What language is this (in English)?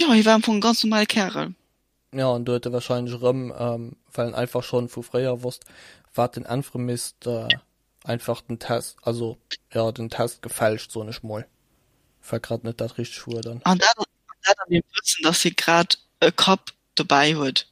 Luxembourgish